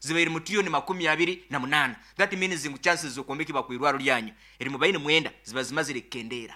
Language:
Nyoro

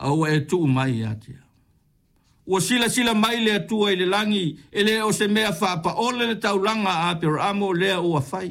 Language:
Samoan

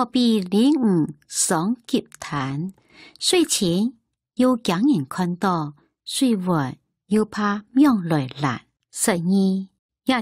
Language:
Hakka Chinese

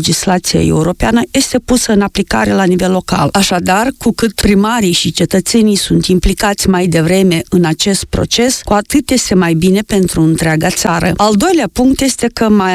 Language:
Romanian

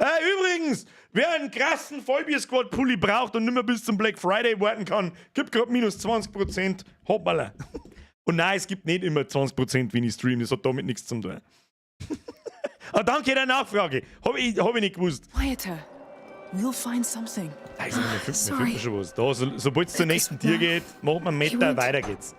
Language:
Bavarian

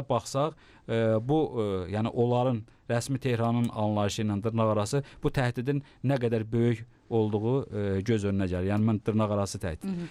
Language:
Azerbaijani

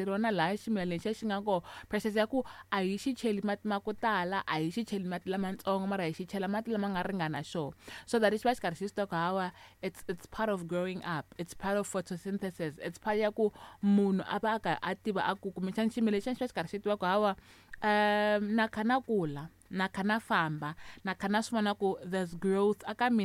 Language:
Tsonga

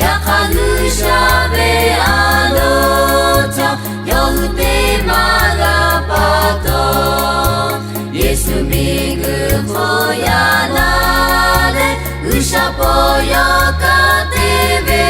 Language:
Lahu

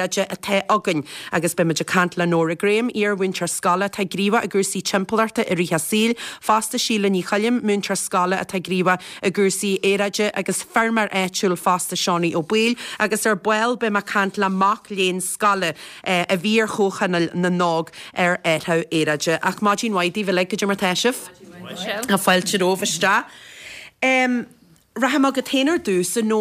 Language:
Irish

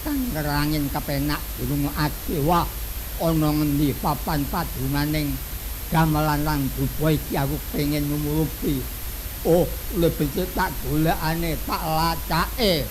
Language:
Javanese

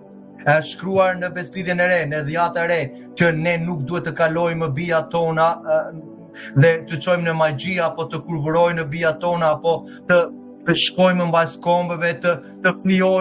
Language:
Albanian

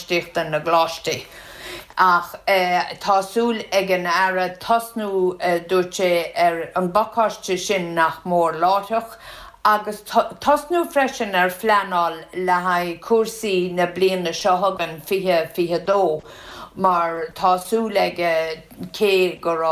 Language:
Irish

